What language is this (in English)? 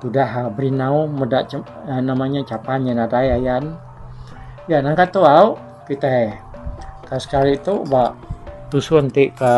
Iban